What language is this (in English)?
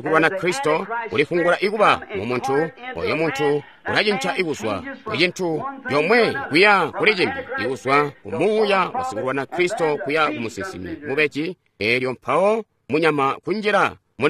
Tonga (Zambia)